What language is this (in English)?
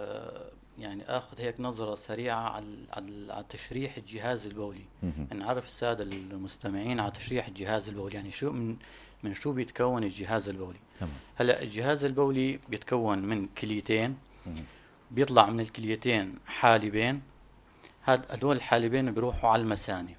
North Levantine Arabic